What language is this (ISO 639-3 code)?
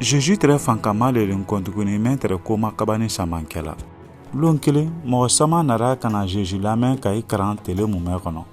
man